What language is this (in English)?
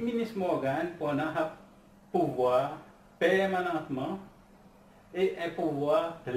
Seselwa Creole French